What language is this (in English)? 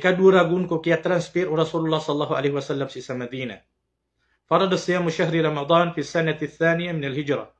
Maranao